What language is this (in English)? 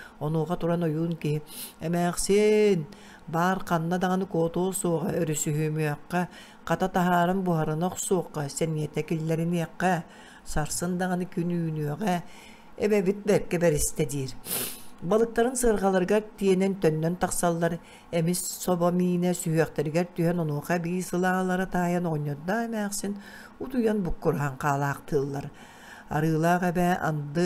Yakut